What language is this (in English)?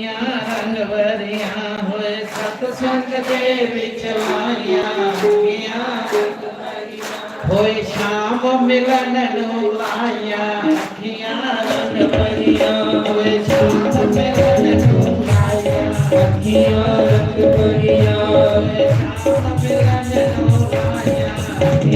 Dogri